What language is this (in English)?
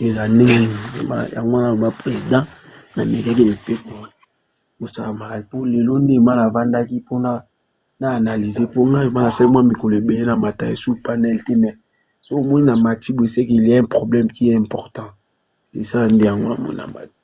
Lingala